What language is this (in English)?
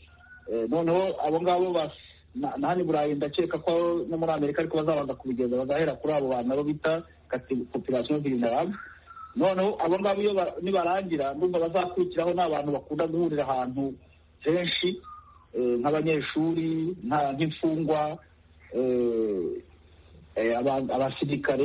Kinyarwanda